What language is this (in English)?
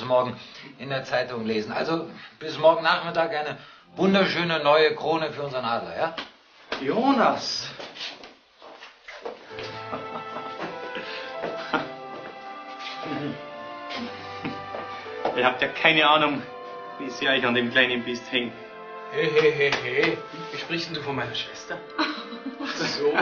German